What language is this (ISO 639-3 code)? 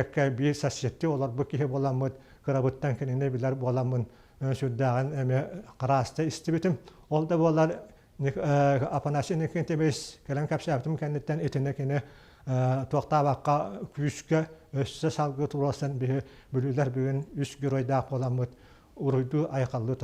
sah